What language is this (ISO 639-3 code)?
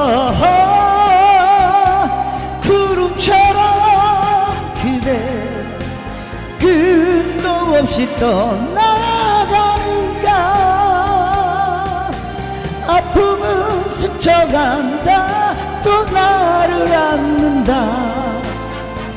kor